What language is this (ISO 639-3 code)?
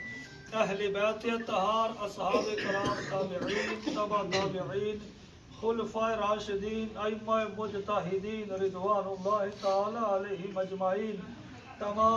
phr